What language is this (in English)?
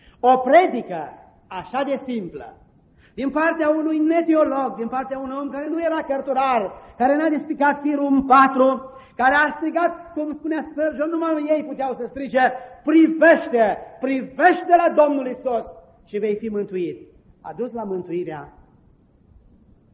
Romanian